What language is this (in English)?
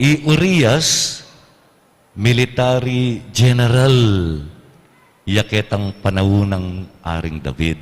Pampanga